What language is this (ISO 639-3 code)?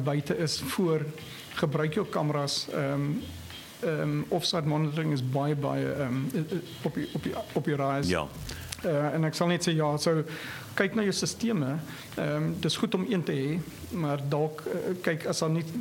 afr